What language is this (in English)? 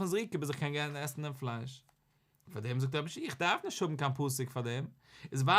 Yiddish